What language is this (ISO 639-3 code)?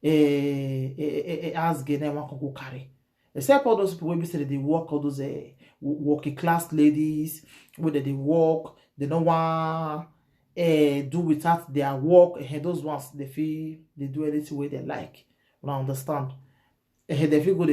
pcm